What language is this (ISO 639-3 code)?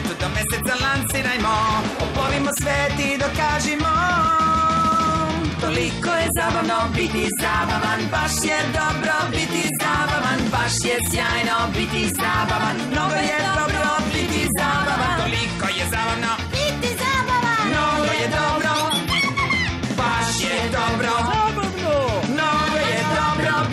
srp